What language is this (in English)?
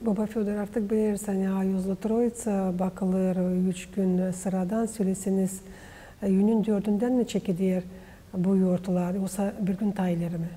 Gagauz